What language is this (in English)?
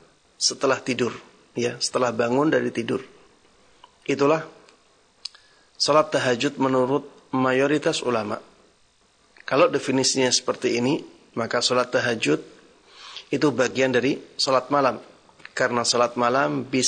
Indonesian